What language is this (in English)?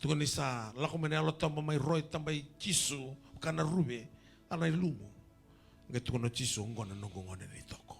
Fijian